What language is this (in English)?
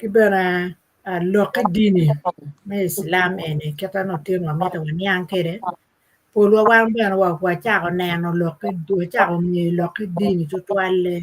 Acoli